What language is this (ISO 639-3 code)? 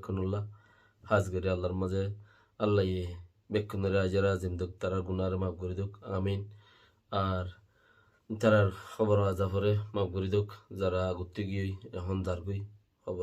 rhg